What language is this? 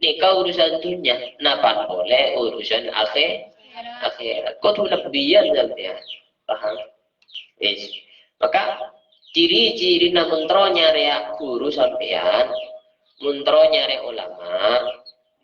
Madurese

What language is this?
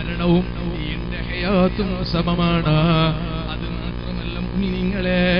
Malayalam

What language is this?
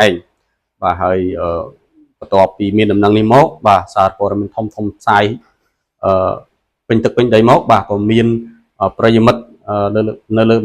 Khmer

